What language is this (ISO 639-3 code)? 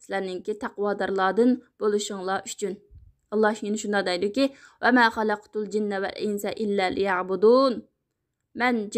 uig